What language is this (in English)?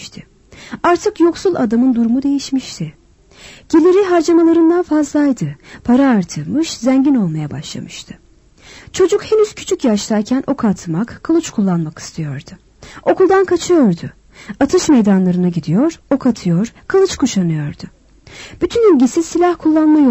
Turkish